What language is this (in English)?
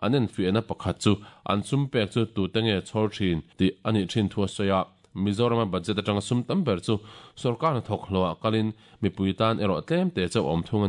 Mizo